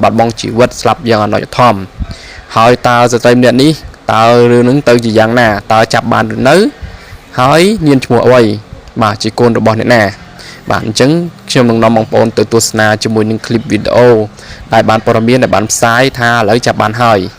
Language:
Khmer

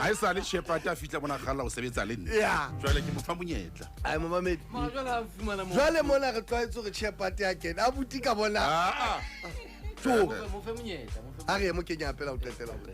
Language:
Southern Sotho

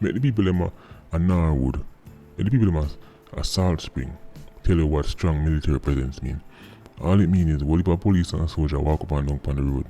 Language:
Jamaican Creole English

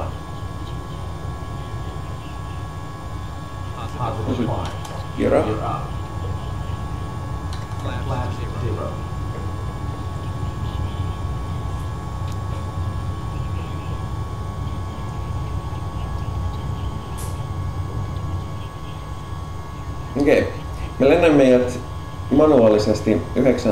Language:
Finnish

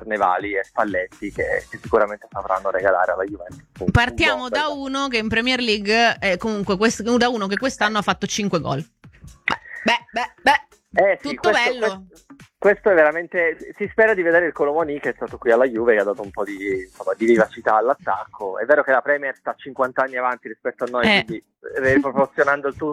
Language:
Italian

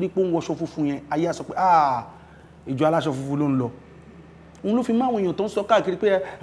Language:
Yoruba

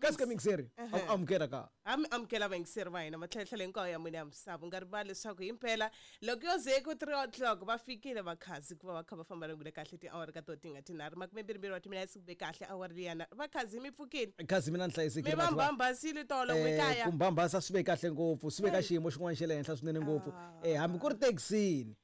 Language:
Tsonga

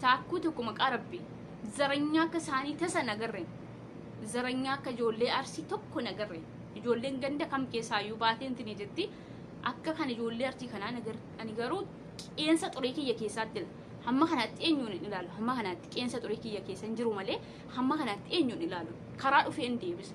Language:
Oromo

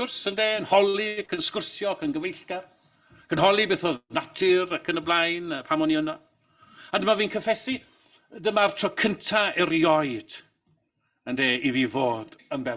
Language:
Welsh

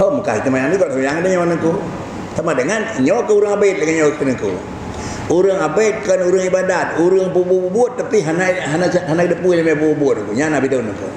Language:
Achinese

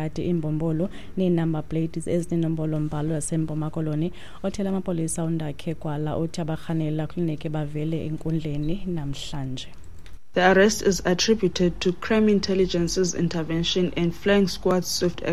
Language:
Xhosa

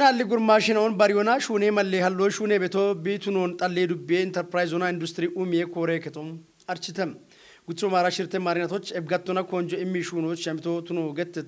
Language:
Kafa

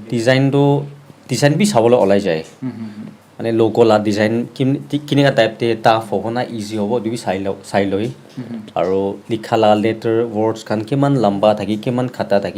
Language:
Naga Pidgin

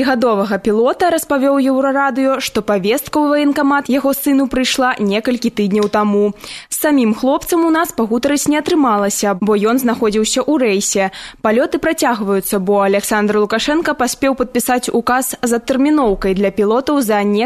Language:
Belarusian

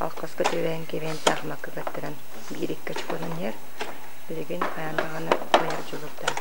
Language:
Yakut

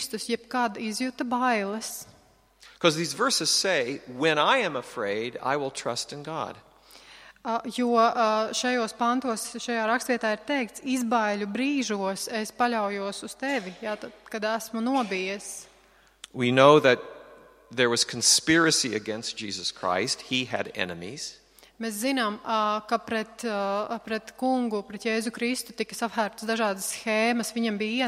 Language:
Latvian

